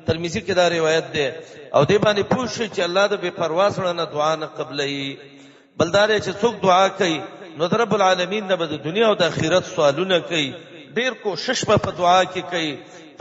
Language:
Pashto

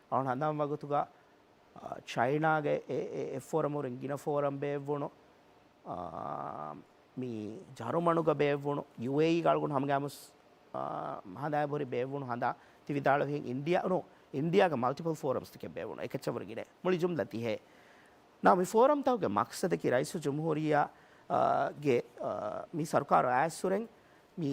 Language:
Divehi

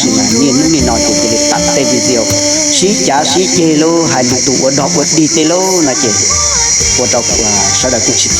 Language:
Hmong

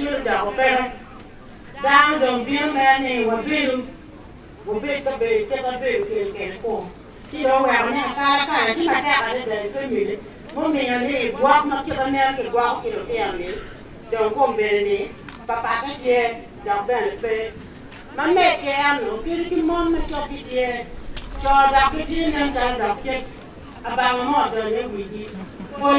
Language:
Acoli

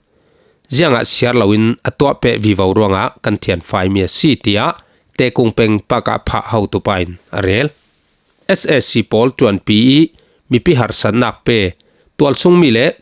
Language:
Falam Chin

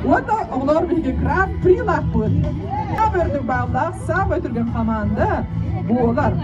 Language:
Yakut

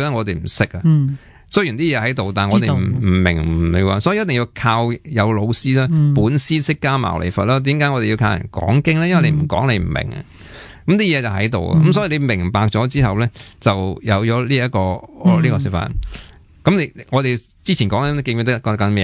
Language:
Cantonese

